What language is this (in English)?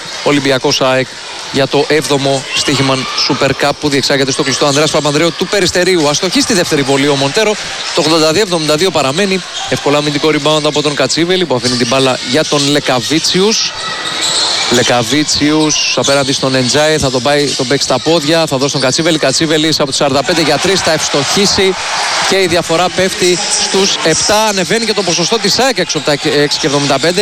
Greek